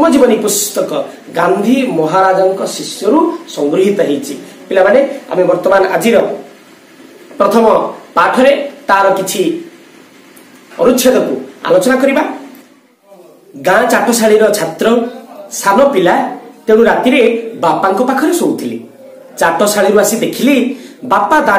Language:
Odia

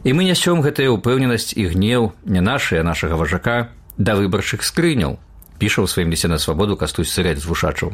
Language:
Belarusian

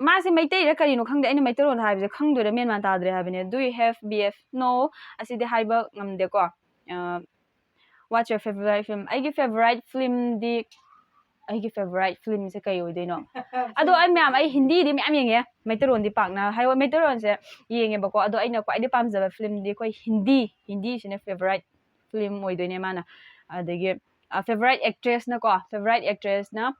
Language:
Manipuri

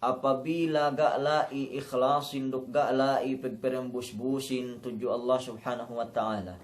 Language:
Yakan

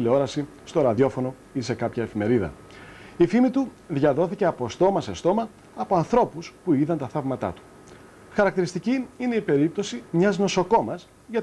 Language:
Greek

